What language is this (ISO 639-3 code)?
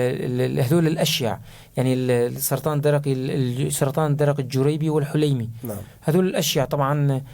apc